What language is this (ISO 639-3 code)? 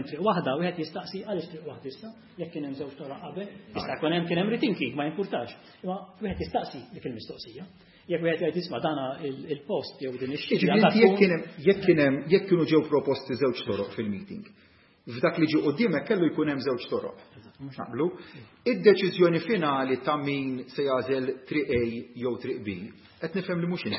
mlt